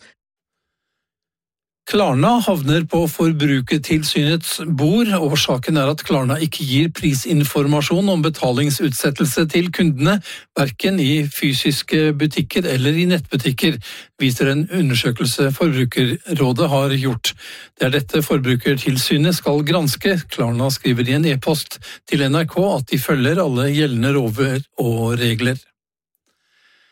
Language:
Norwegian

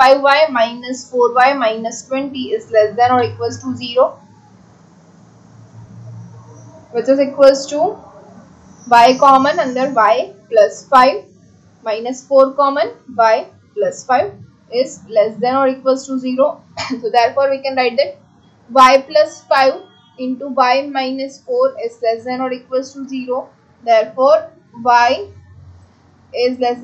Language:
Hindi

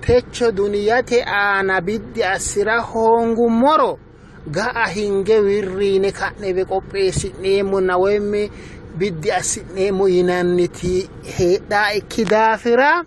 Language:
Sidamo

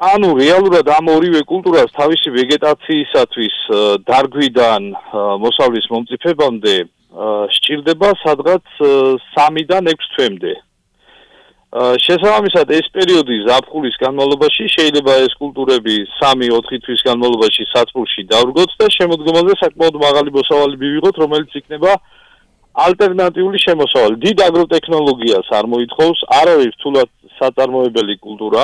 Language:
Georgian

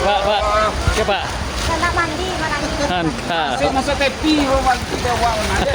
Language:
Minangkabau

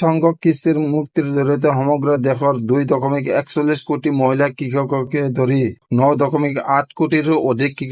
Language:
Assamese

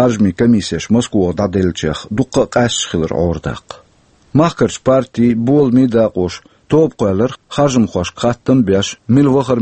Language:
Chechen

